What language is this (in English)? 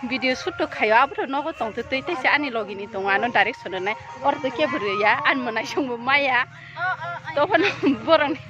Kok Borok